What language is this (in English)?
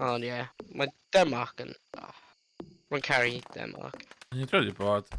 Welsh